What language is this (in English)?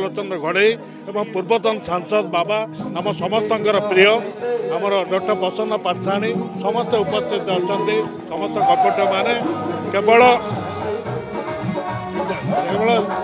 Odia